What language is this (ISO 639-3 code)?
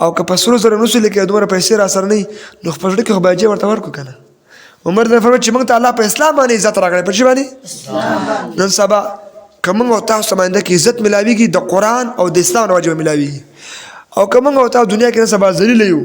pus